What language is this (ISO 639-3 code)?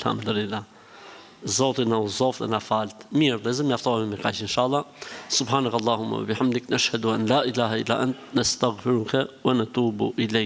sqi